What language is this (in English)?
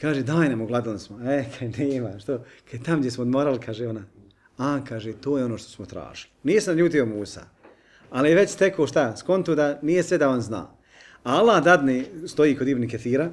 Bosnian